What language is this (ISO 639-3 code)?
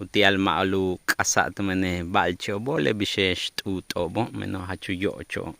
yua